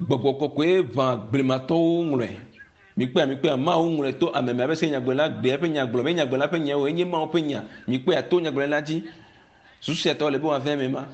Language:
Ewe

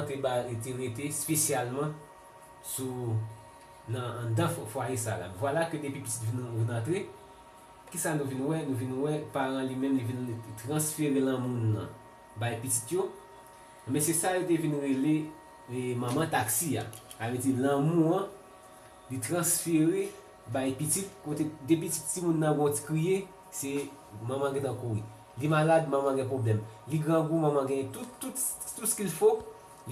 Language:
Haitian Creole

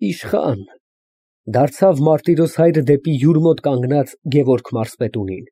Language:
Armenian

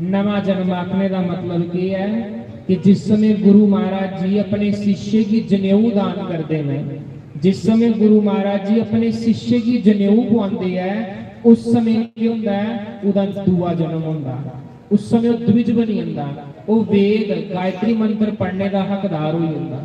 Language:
Dogri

